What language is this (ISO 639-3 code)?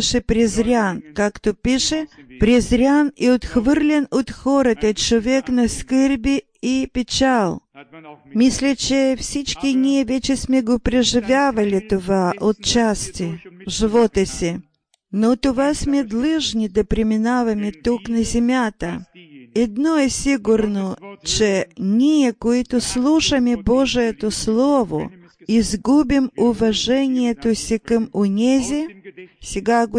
bul